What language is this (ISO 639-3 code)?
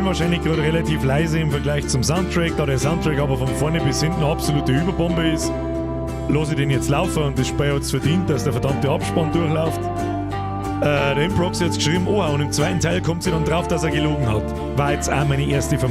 bar